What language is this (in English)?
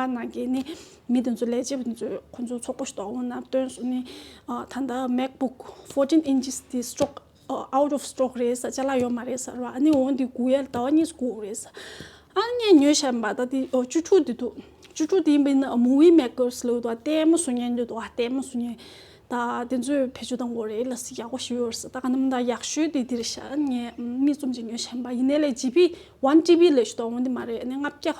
Tibetan